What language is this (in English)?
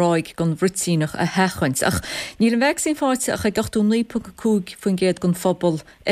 Irish